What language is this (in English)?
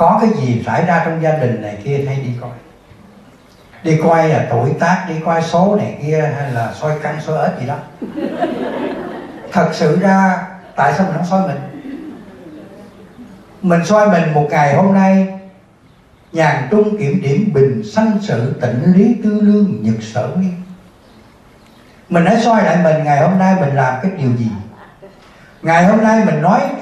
Vietnamese